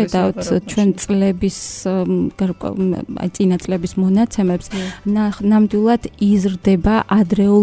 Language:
Georgian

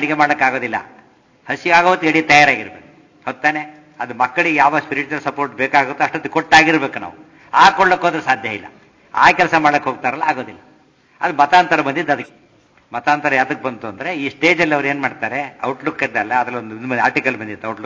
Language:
Kannada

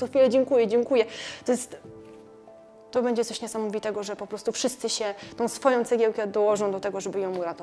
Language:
Polish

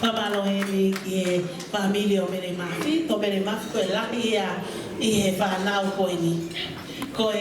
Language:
Tongan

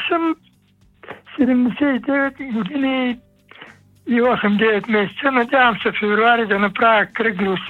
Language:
Bulgarian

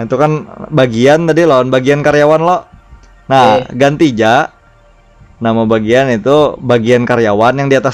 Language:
Banjar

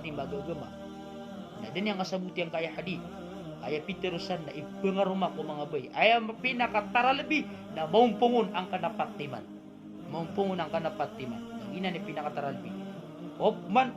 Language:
Maranao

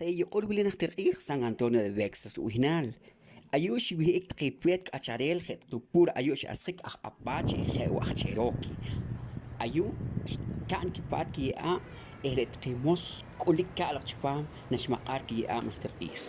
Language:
Poqomchi'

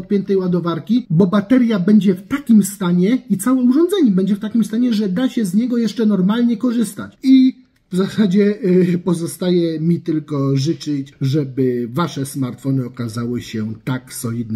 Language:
Polish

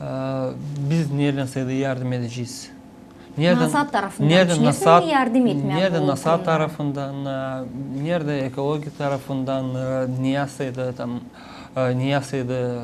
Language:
Gagauz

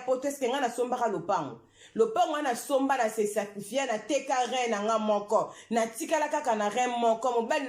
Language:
Lingala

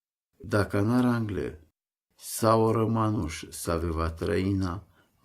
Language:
Romany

